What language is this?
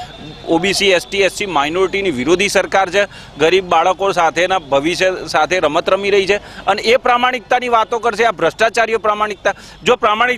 Gujarati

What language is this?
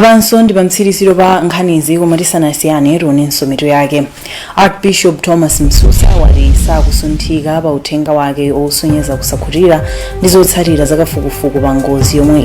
Nyanja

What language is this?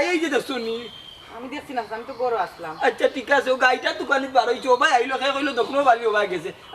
Sylheti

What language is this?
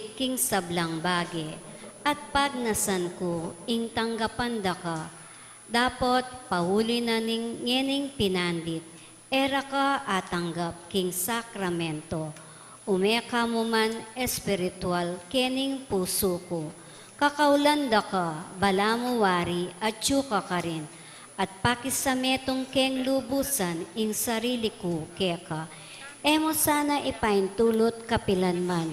Pampanga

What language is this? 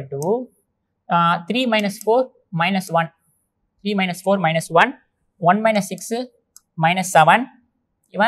Tamil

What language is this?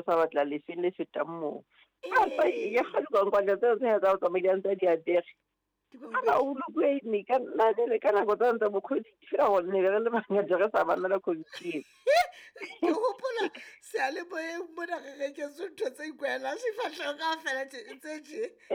Southern Sotho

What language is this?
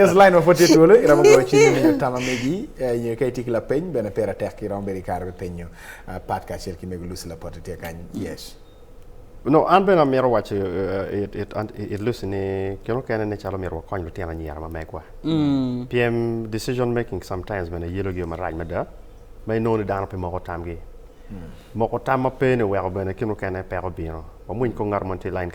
Acoli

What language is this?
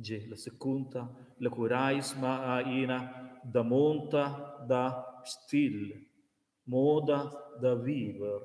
Romansh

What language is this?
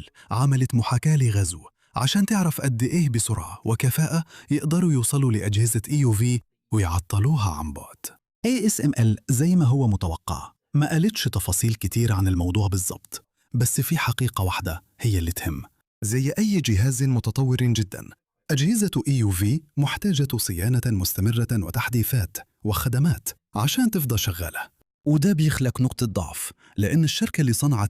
Egyptian Arabic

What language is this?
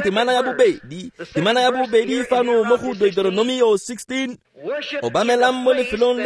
Tswana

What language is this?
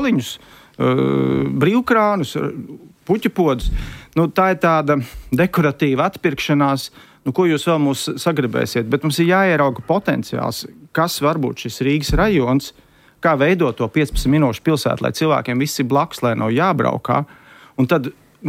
Latvian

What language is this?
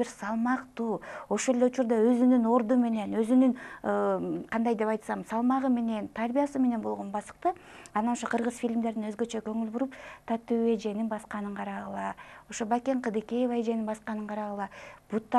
Kyrgyz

